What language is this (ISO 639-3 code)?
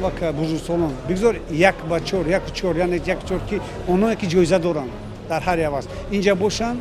tgk